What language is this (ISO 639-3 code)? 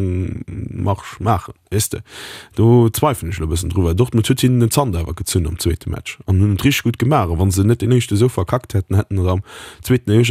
ltz